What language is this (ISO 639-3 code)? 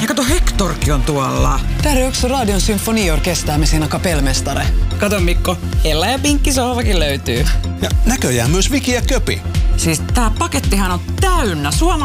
fin